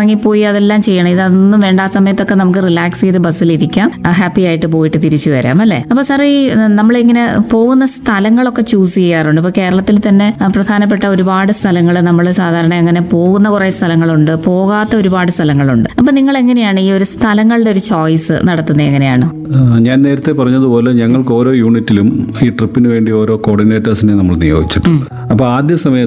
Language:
Malayalam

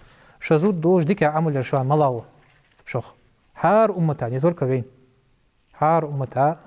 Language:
Ingush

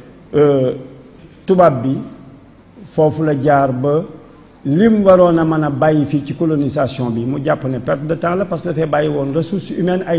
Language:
Wolof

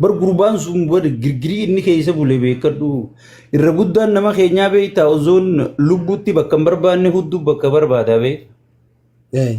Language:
Oromo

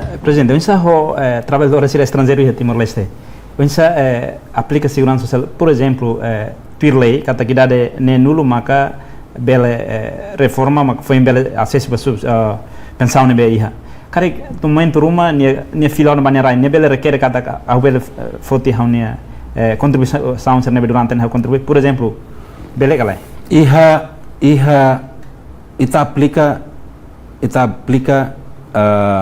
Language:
Tetum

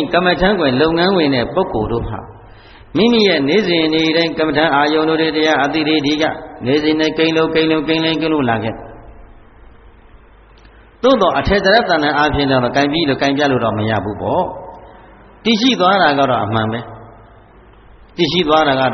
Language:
Burmese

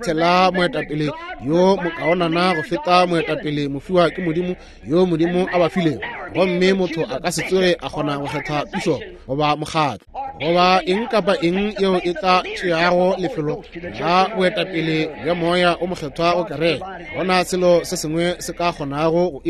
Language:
Northern Sotho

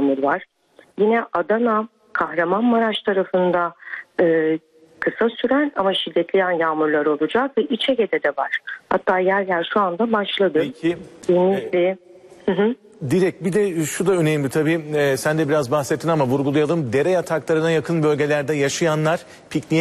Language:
Turkish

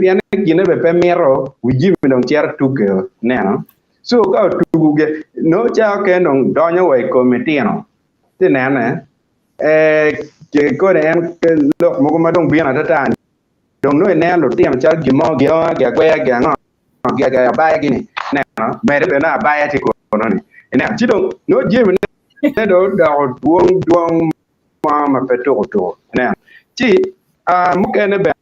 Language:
Acoli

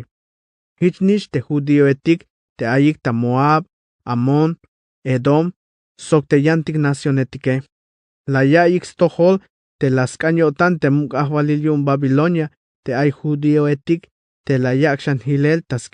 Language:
Tzeltal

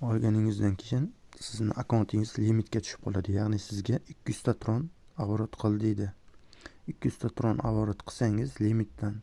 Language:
Uzbek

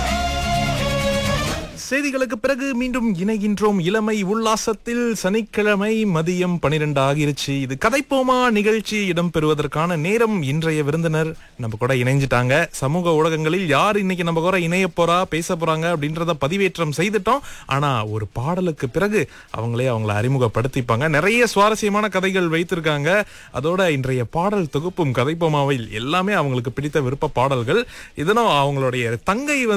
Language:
Tamil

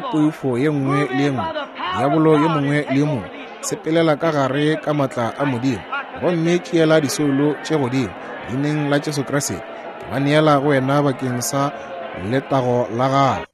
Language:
Northern Sotho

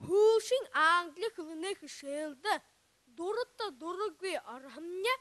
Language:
Buriat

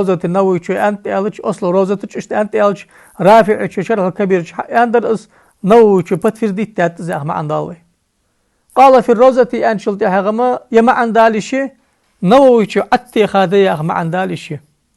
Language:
Ingush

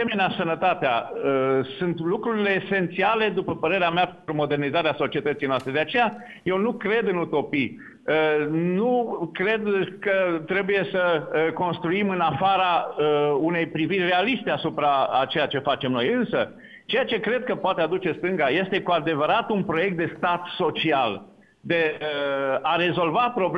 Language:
Romanian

